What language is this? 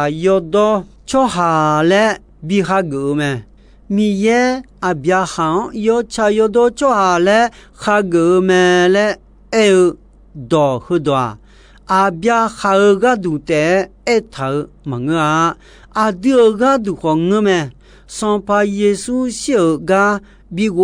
Akha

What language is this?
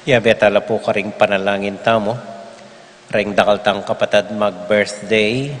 Pampanga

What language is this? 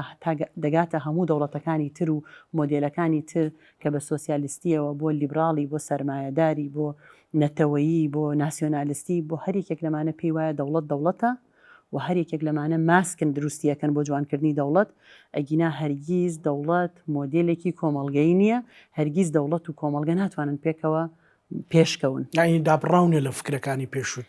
Central Kurdish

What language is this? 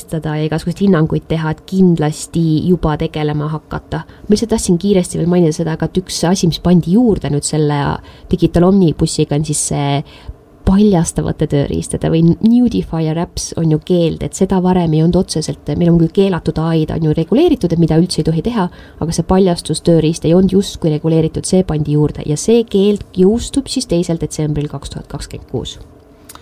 Estonian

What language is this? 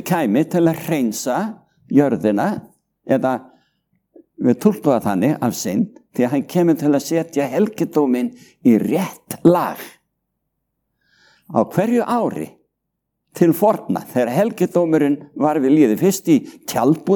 Icelandic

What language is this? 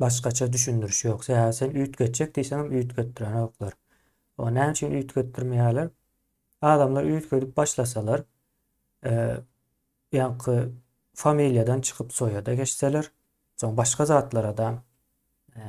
Turkmen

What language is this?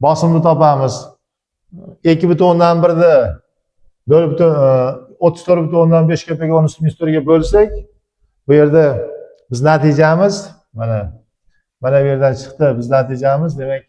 Uzbek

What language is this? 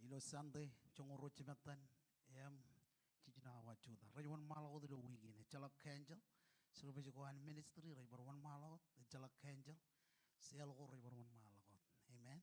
Marshallese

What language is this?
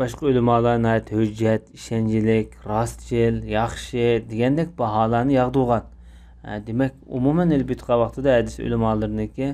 Uyghur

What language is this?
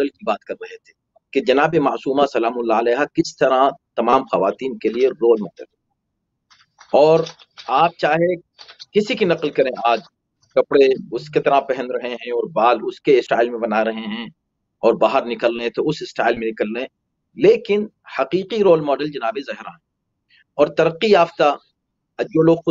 Urdu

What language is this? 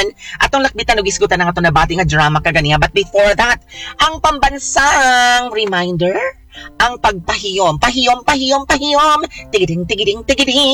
Cebuano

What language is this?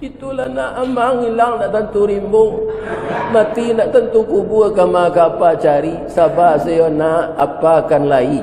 Minangkabau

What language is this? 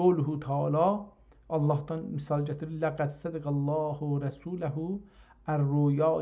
South Azerbaijani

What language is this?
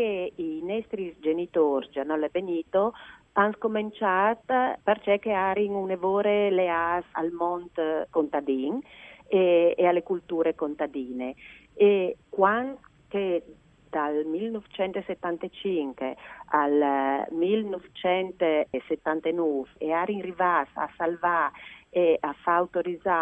Friulian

